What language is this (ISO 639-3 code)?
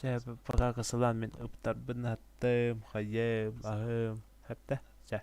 sah